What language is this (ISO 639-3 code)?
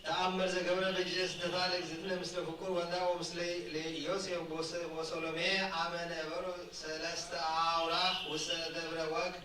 gez